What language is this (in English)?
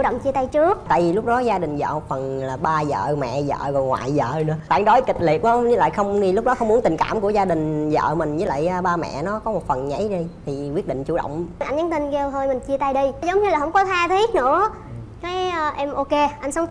Vietnamese